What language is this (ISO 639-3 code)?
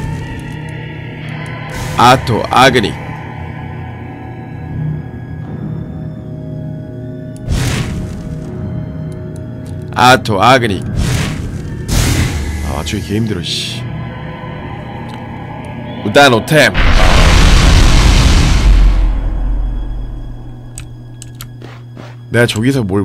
kor